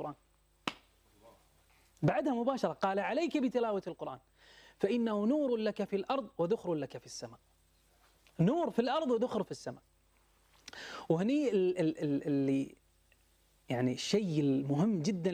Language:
Arabic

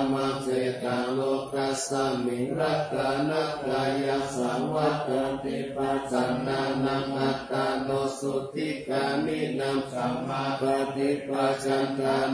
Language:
Pali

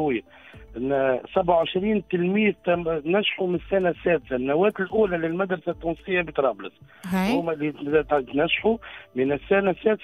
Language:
Tunisian Arabic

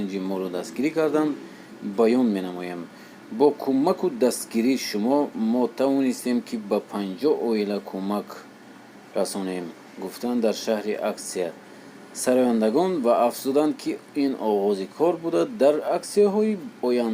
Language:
Tajik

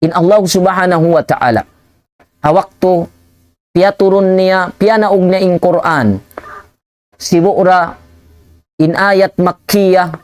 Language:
Tausug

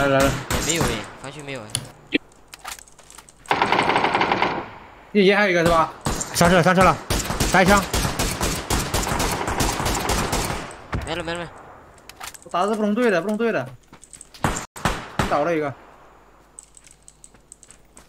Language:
Chinese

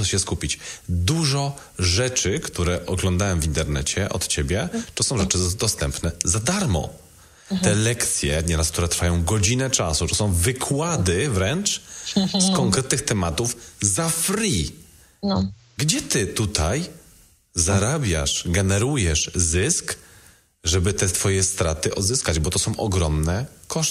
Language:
Polish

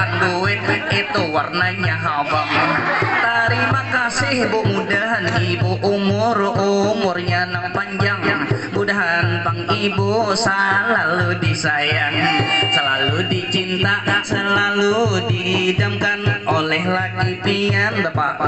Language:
Banjar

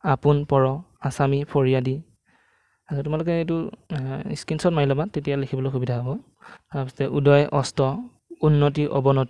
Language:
Assamese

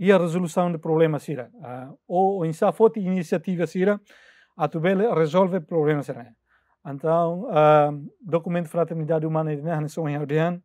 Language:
Tetum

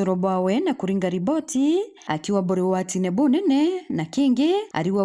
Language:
Meru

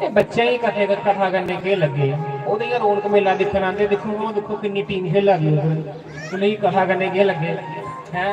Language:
Dogri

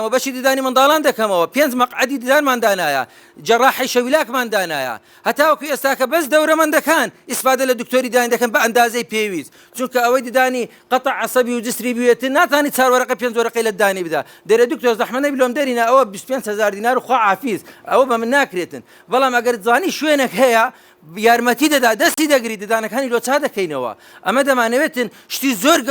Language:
Central Kurdish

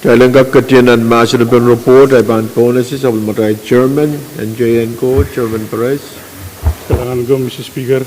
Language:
Pohnpeian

